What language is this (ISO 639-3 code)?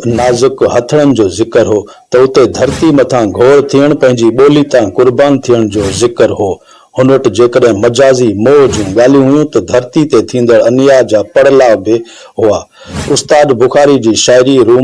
snd